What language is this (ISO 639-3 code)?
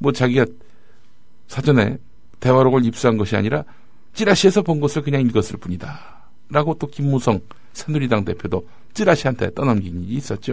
kor